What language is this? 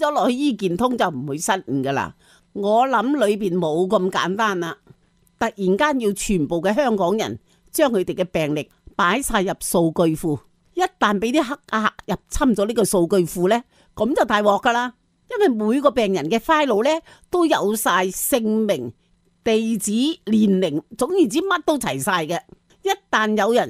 Cantonese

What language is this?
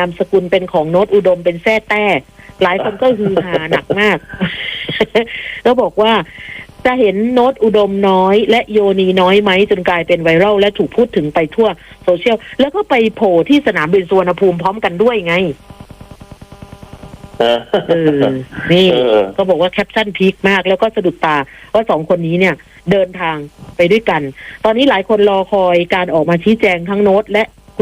Thai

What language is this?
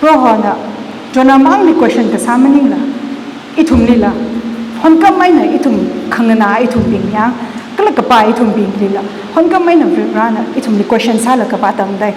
Tangkhul Naga (India)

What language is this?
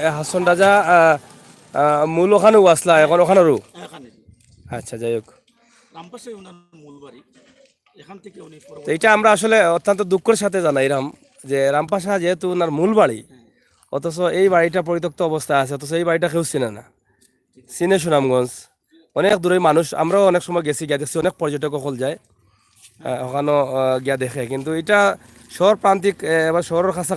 Sylheti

